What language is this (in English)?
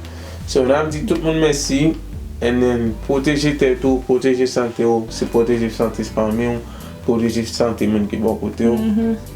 Haitian Creole